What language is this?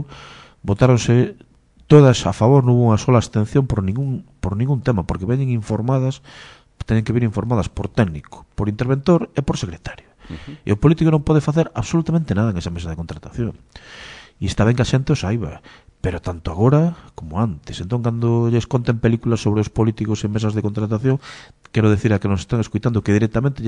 Galician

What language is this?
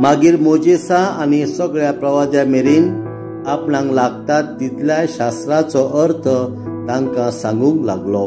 Konkani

